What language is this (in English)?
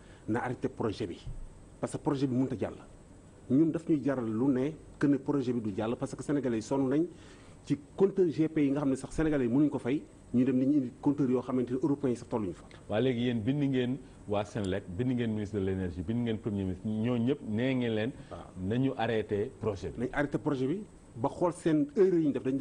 Wolof